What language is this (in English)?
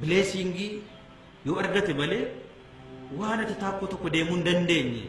Oromo